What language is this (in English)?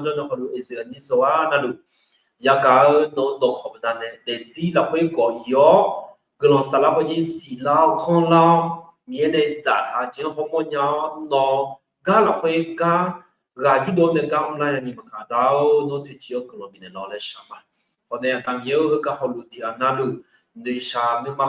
Akha